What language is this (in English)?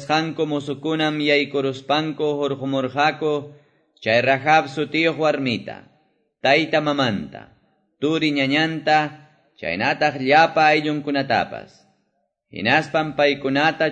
Quechua